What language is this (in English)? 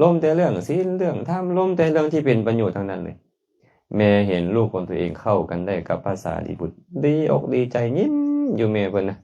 Lao